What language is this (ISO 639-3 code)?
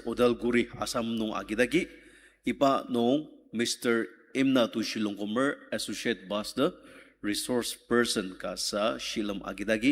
njo